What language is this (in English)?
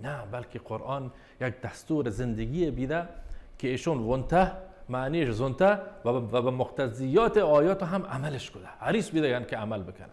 Baluchi